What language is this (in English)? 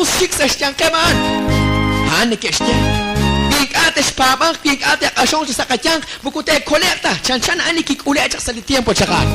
Kekchí